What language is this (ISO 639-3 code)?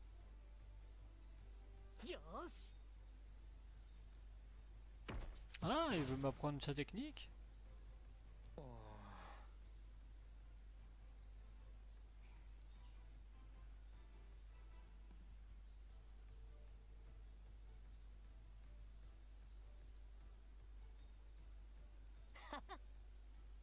jpn